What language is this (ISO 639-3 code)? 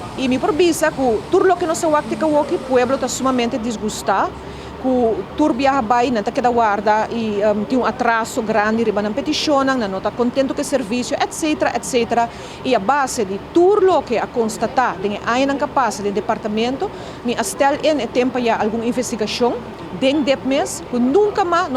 pap